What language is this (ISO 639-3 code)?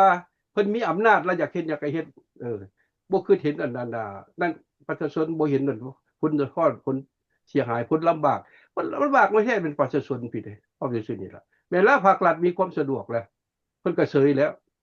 lao